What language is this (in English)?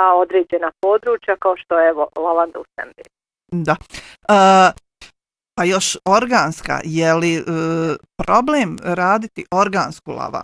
Bosnian